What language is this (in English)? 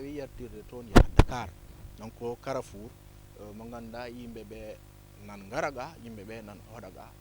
Fula